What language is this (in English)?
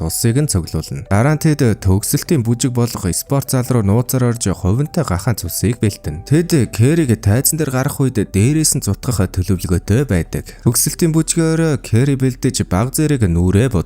Mongolian